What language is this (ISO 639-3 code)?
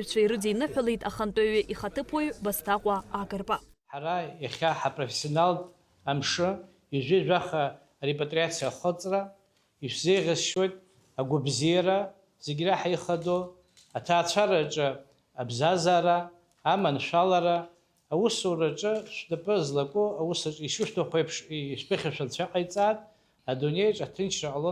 abk